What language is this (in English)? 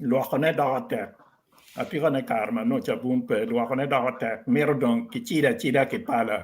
Acoli